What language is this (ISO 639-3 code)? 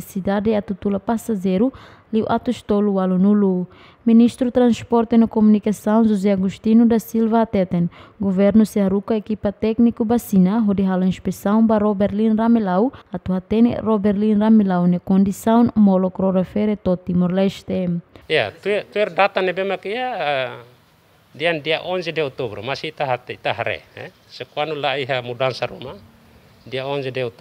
tet